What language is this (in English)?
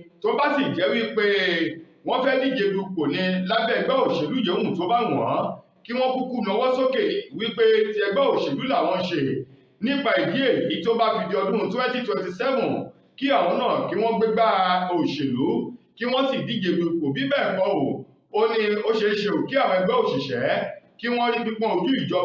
Yoruba